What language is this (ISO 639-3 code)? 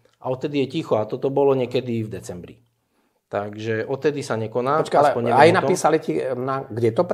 slk